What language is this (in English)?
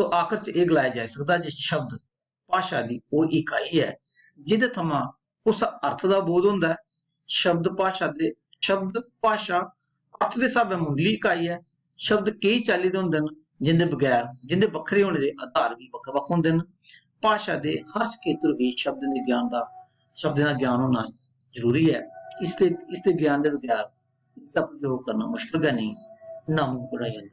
Dogri